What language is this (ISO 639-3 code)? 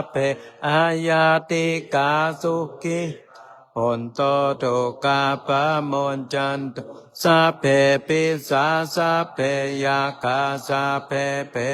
pli